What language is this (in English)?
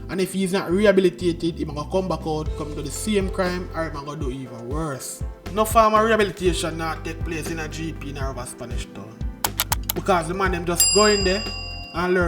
Jamaican Creole English